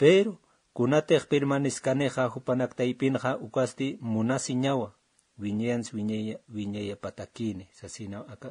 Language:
Aymara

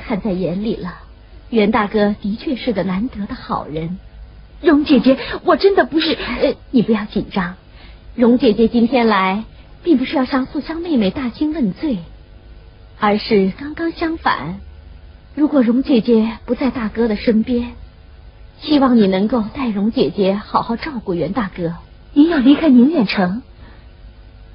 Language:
Chinese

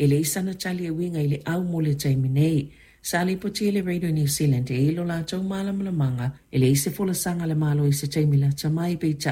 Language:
Samoan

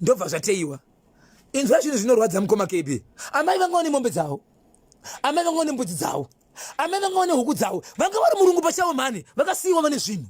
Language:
Shona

